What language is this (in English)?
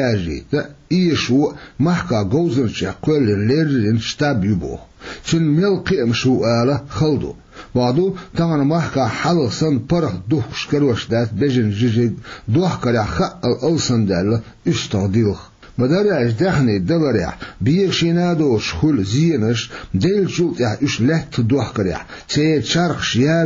Chechen